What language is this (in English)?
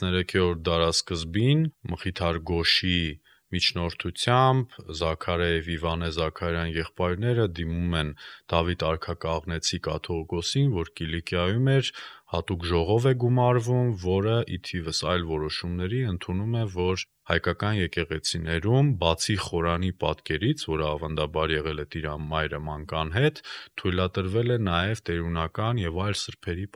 Armenian